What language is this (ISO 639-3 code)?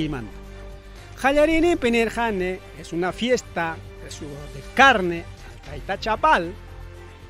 quy